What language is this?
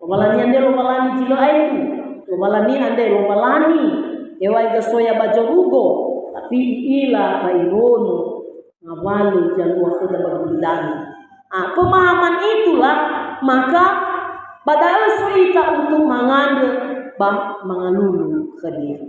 Nias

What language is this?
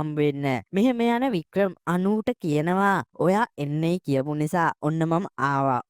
Sinhala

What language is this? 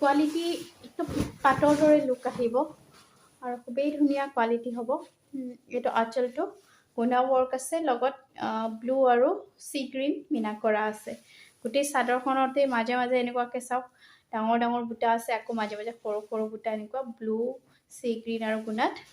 Assamese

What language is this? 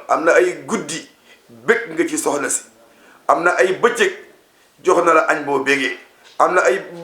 Wolof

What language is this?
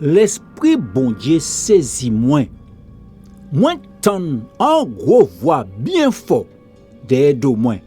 Guadeloupean Creole French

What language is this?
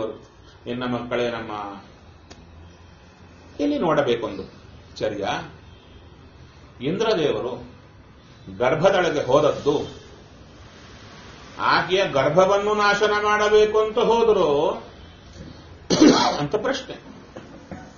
Kannada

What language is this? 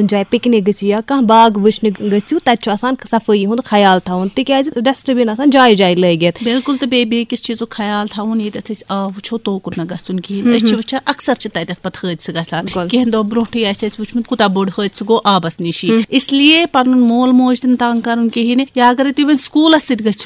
Kashmiri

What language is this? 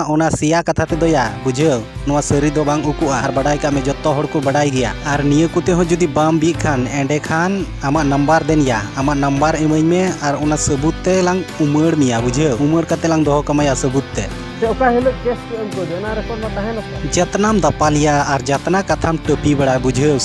Santali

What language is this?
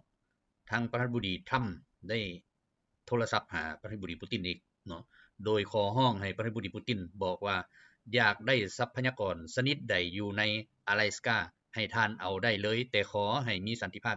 Lao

